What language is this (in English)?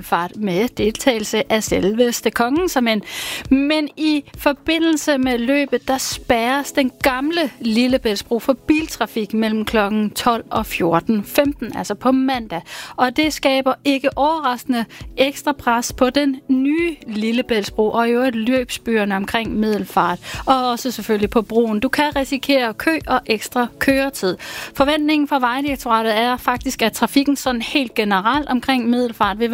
Danish